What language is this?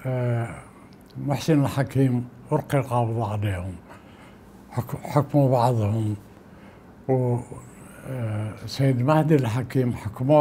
Mesopotamian Arabic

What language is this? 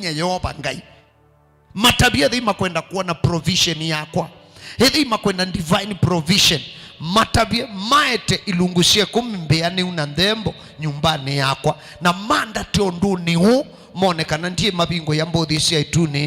Kamba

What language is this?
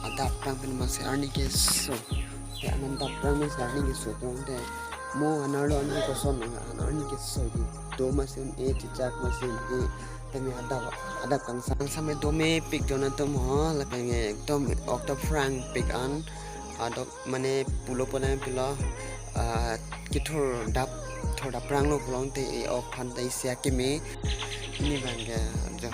Karbi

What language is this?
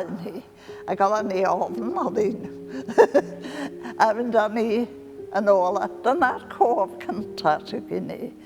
Welsh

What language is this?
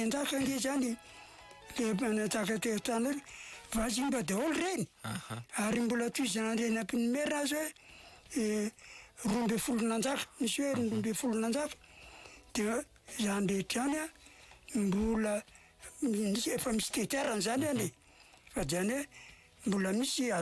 Malagasy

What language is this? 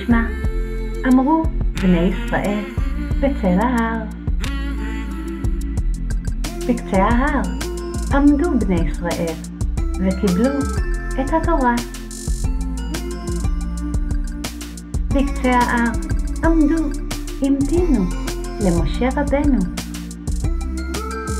Hebrew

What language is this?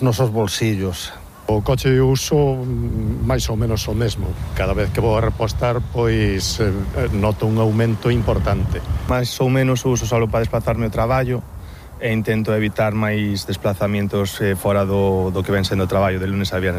Galician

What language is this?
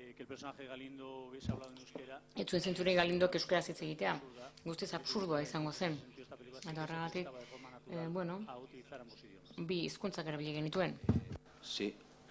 Basque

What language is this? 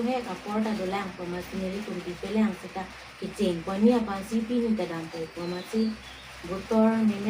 Karbi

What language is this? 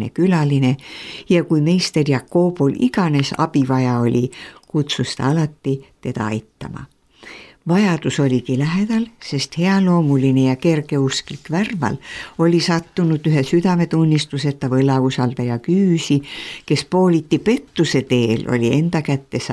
Estonian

